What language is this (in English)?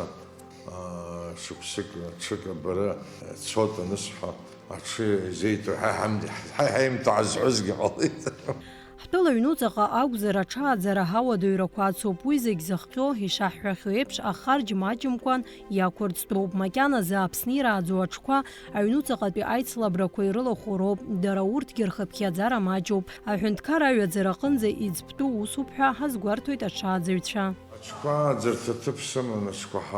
Abkhazian